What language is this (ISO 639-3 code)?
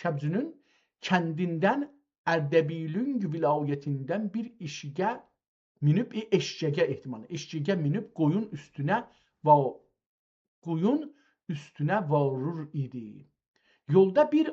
azb